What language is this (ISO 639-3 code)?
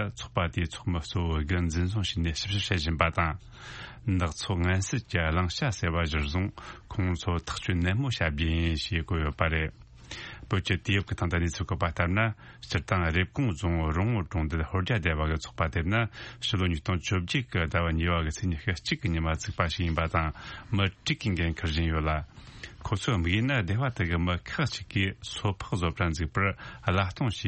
bod